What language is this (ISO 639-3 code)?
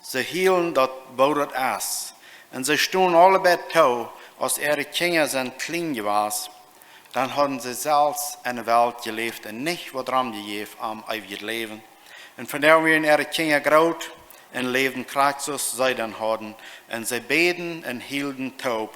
pdt